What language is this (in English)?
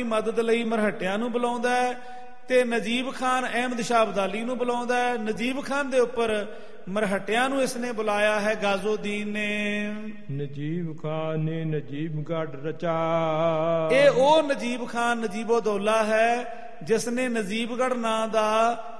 Punjabi